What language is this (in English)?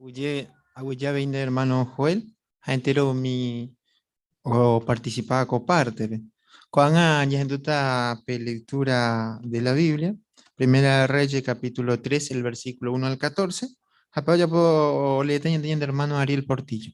Guarani